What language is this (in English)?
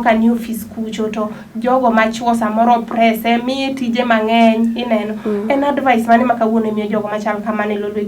Luo (Kenya and Tanzania)